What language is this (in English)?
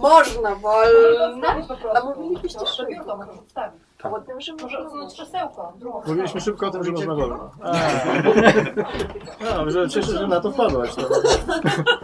Polish